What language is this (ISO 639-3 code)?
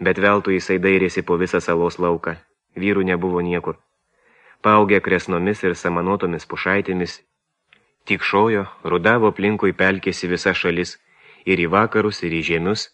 lit